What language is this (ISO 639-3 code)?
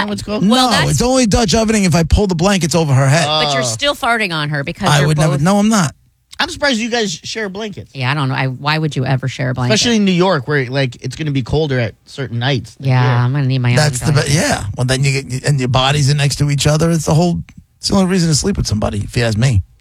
eng